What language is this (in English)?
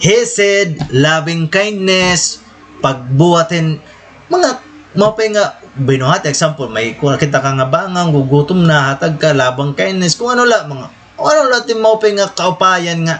Waray